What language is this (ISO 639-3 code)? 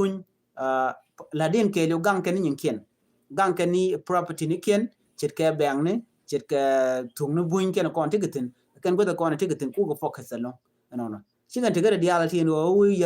nus